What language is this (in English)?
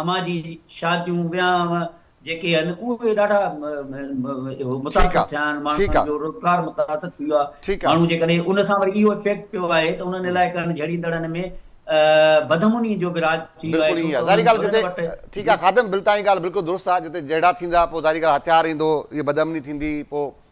Sindhi